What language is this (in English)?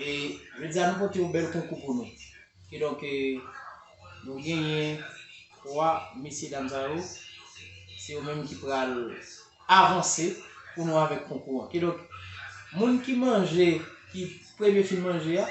Haitian Creole